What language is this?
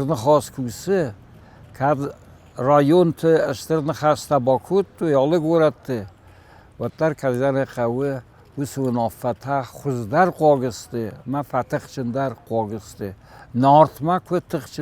Ossetic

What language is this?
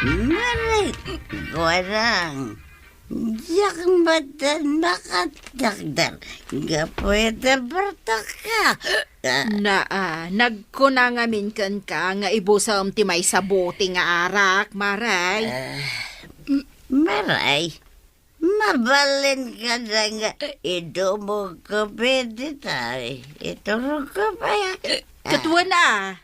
Iloko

